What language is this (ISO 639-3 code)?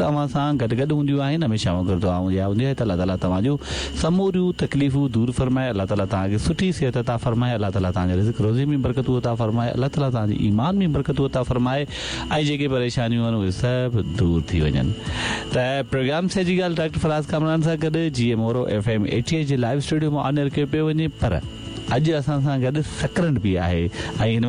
snd